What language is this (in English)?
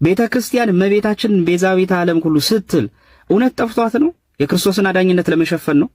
Amharic